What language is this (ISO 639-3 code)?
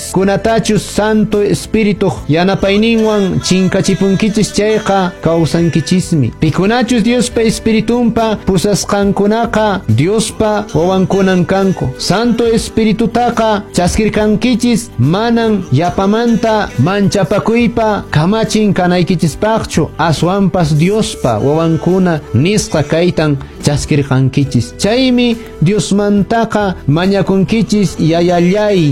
que